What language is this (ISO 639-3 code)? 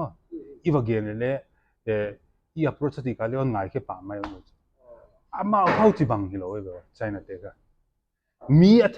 pck